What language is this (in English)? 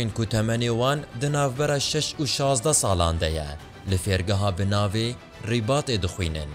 Kurdish